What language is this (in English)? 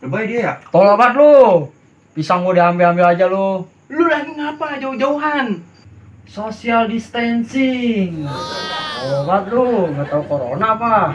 Betawi